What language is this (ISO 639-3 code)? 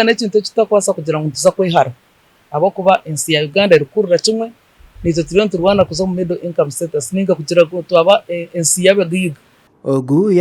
nyn